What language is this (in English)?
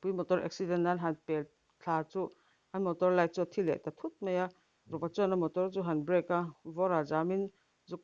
Mizo